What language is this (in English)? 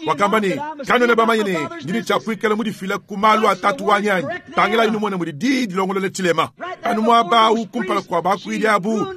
Luba-Lulua